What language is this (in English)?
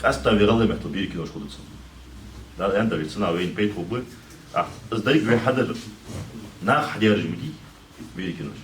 Ingush